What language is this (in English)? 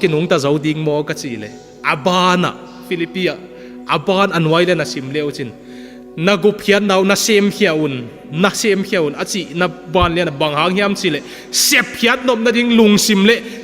Tedim Chin